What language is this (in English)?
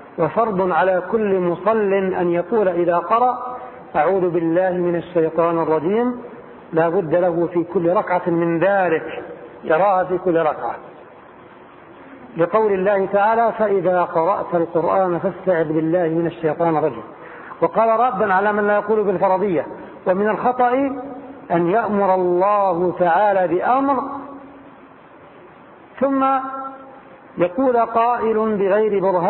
Arabic